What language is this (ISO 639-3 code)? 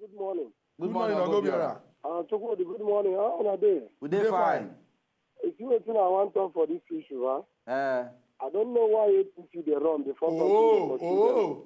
pcm